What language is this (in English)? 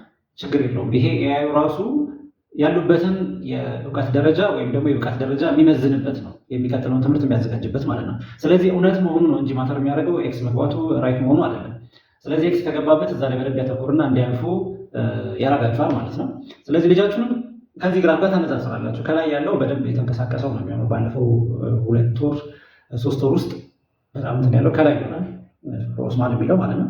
Amharic